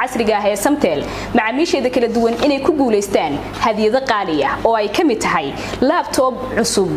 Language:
Somali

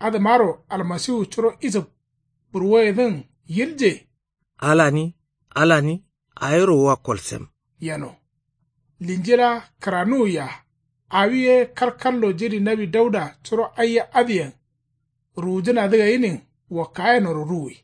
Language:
Kanuri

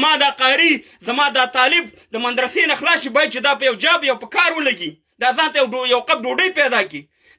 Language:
Pashto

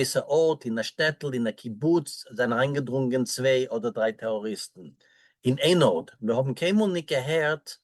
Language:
Yiddish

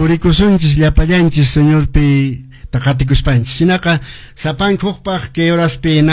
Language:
Quechua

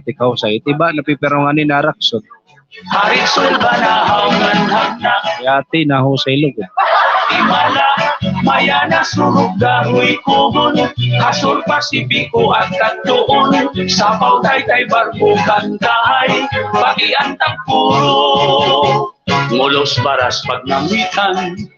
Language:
Waray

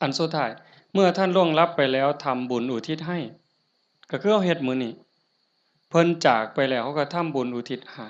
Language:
Northeastern Thai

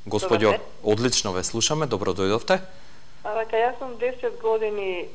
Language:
Macedonian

